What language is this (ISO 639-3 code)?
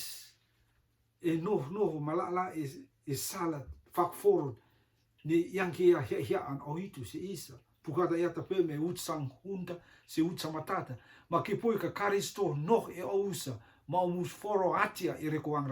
rtm